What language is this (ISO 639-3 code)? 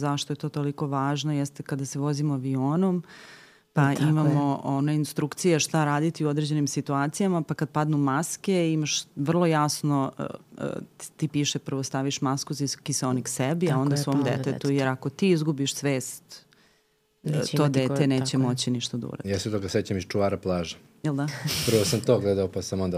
srp